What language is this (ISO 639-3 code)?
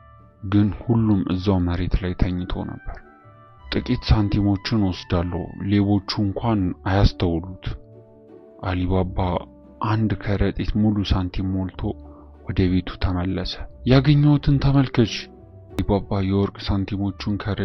amh